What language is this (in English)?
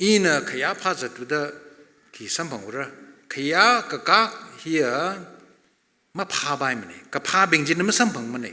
Tangkhul Naga (India)